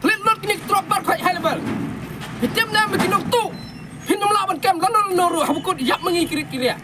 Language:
Khasi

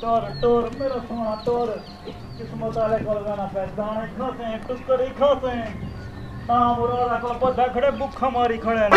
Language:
Saraiki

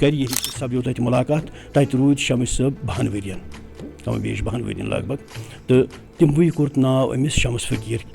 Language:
Kashmiri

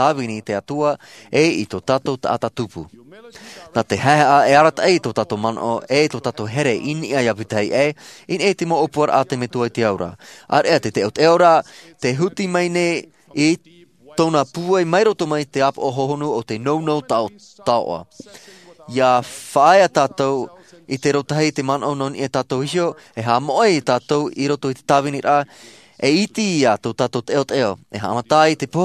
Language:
Tahitian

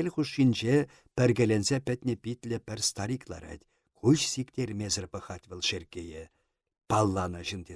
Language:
Chuvash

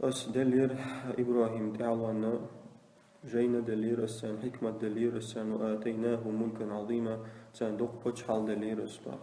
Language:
Chechen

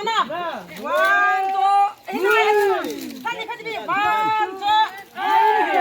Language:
Naga Pidgin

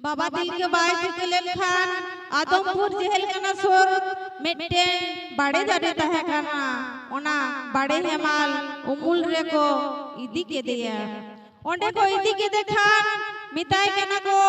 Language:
Santali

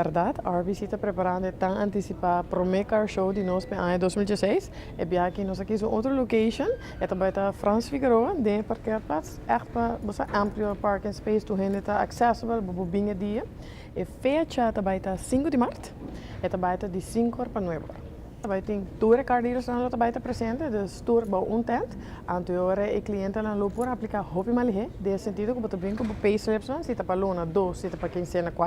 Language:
Papiamento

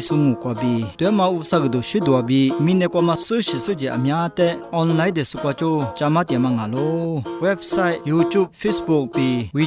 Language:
Lisu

